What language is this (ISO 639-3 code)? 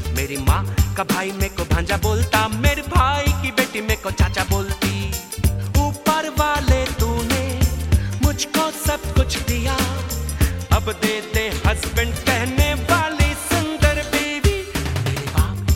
hin